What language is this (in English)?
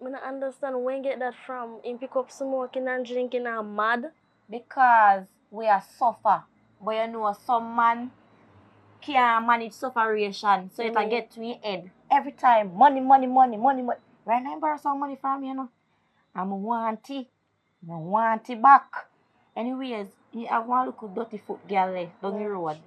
Jamaican Creole English